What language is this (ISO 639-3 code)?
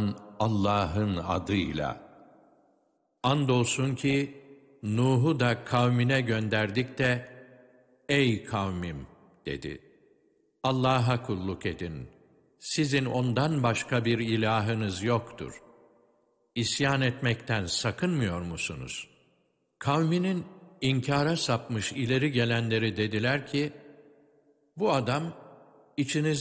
tur